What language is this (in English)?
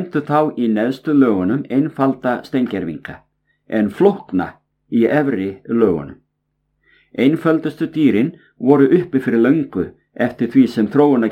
Icelandic